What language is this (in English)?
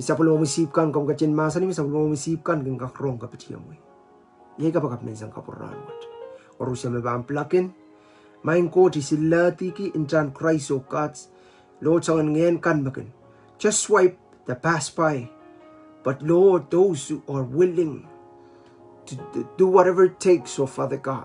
Pohnpeian